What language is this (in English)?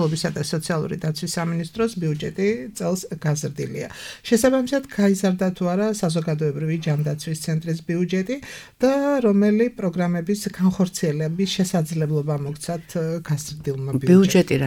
Georgian